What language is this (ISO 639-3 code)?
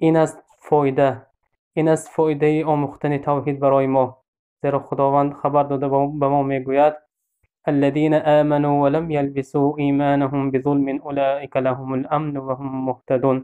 tgk